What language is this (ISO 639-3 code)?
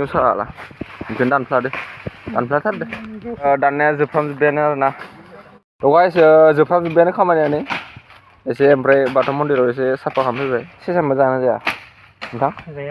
brx